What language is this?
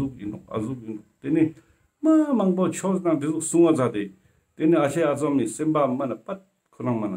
Ladakhi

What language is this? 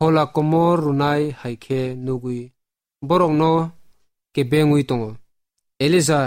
Kok Borok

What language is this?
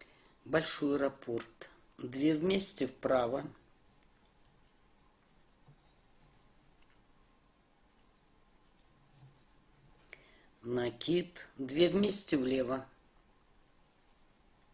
Russian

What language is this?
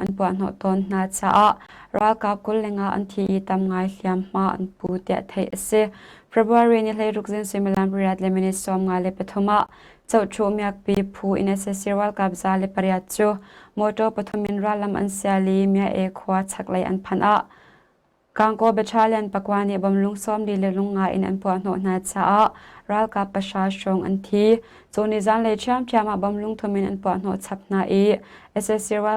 Hakha Chin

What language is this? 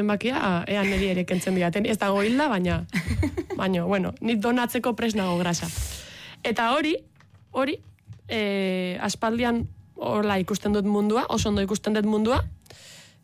Basque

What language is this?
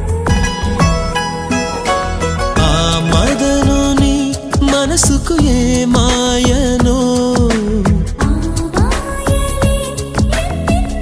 Telugu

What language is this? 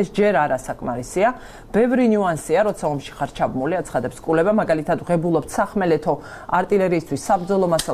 Georgian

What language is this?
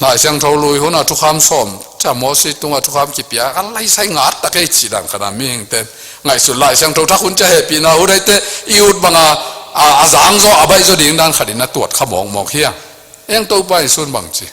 Tedim Chin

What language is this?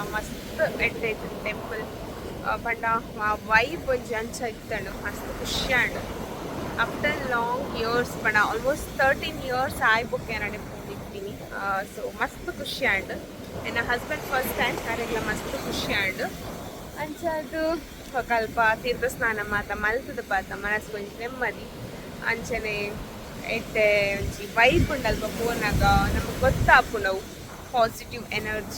Tulu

